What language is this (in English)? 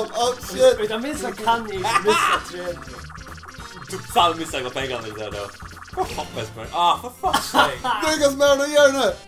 Faroese